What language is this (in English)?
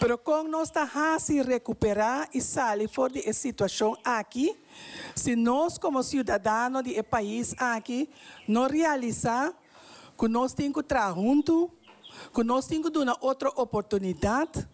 Papiamento